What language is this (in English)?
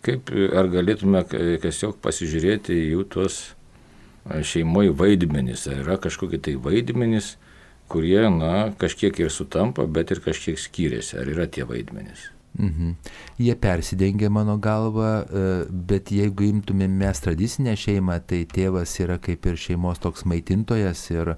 Lithuanian